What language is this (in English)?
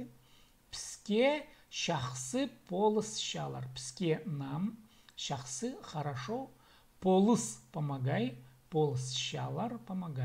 Khakas